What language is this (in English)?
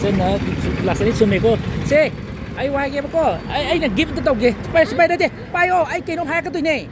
Manipuri